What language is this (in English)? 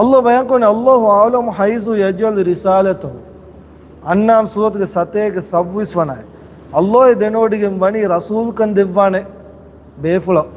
Divehi